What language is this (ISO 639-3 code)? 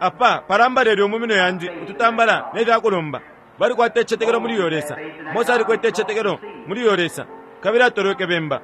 bem